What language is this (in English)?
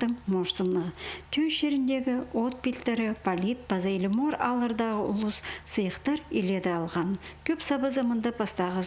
Khakas